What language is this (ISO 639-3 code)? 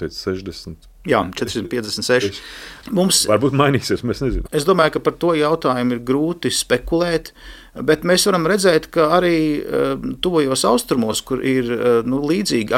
lav